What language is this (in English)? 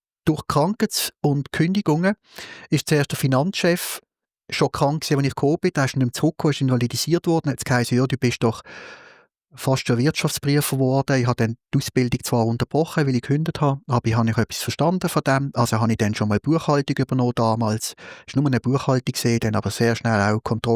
Swiss German